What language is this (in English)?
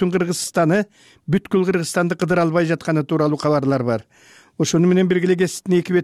Kyrgyz